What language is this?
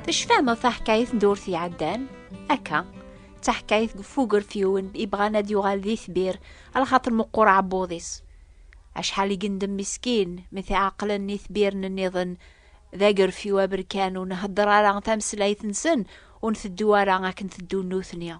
Kabyle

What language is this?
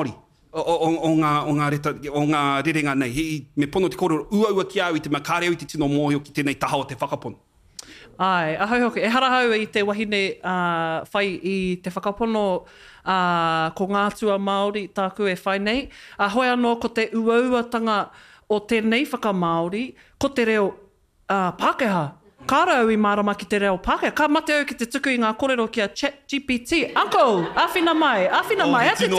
Māori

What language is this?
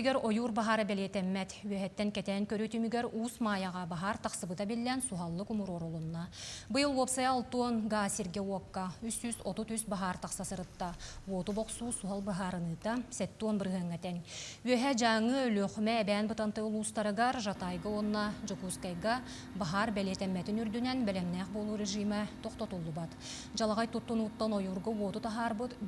Yakut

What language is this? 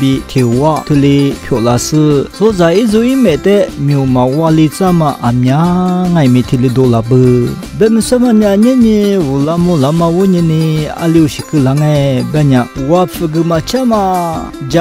Lisu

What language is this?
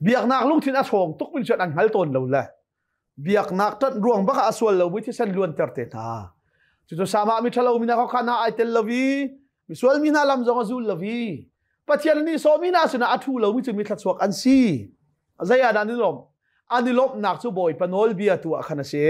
Hakha Chin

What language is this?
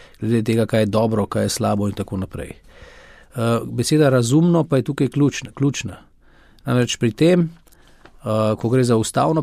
Slovenian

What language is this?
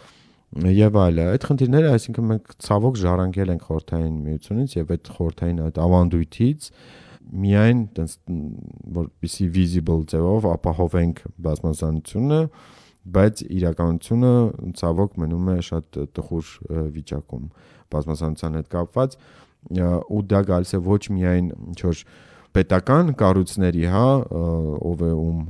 Armenian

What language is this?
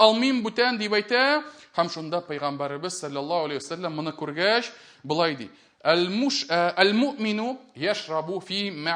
Tatar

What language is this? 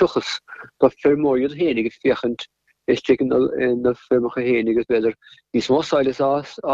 Irish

